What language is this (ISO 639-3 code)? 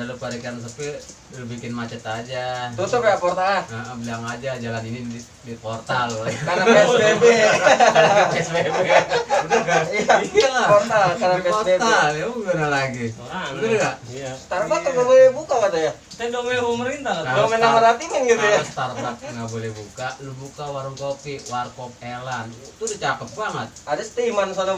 bew